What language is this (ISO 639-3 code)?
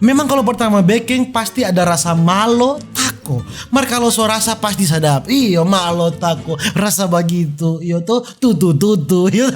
xmm